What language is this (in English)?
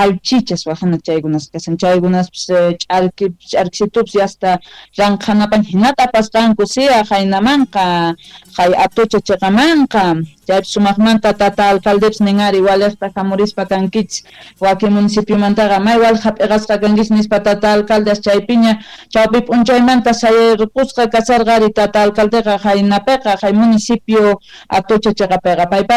Quechua